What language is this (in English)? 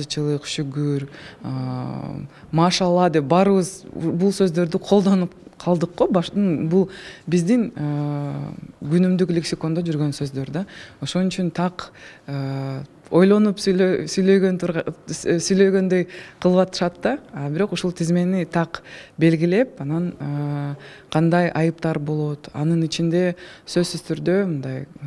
Kyrgyz